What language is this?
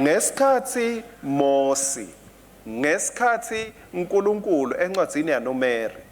Swati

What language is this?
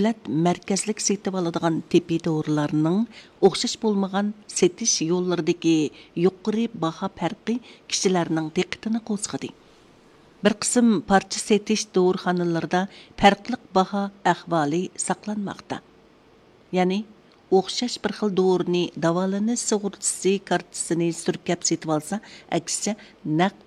Uyghur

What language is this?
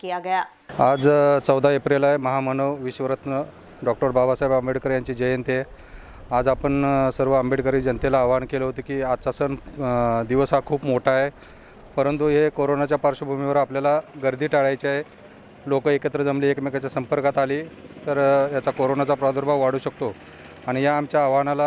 Marathi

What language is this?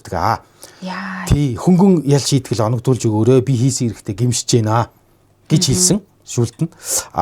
Mongolian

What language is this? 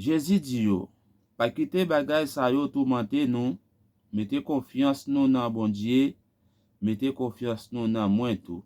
Haitian Creole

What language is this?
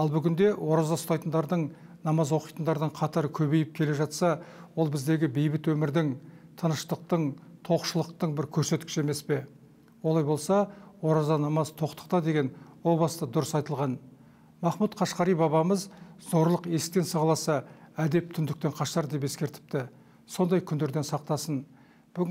Kazakh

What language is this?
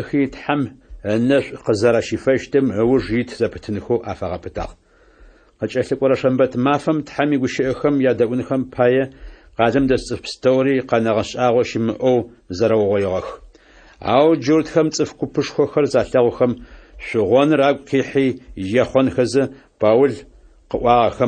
Adyghe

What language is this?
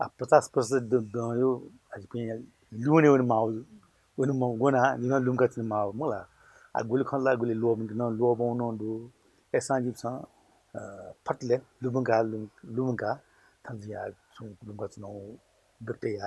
Newari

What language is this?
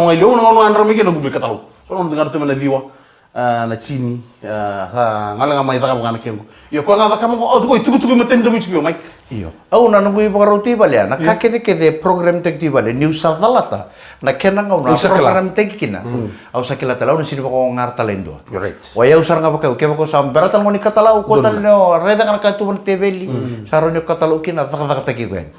Fijian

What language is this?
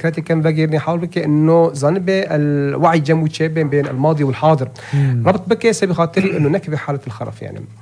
North Levantine Arabic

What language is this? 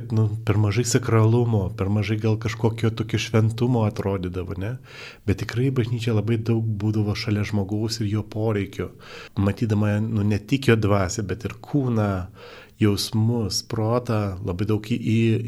Lithuanian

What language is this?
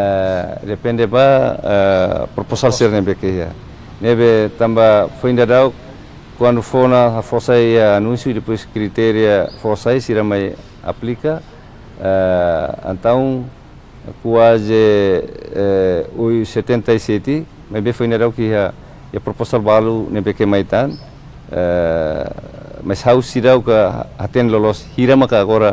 Tetum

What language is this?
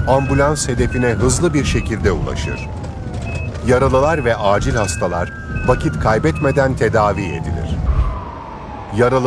Turkish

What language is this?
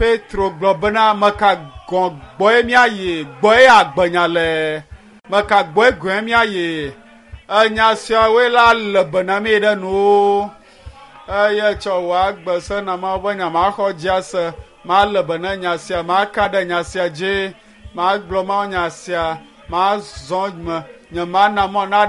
Ewe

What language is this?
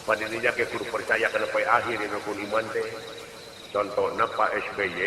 Sundanese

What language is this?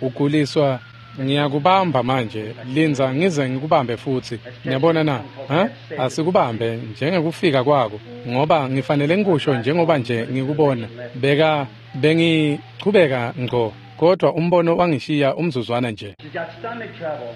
Swati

